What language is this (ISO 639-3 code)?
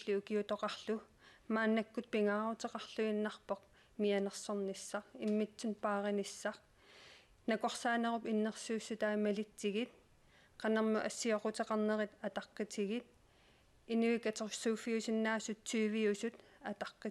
kal